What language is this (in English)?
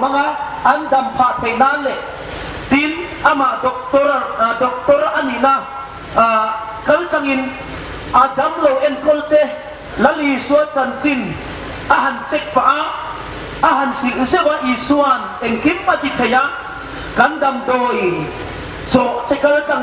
Hmar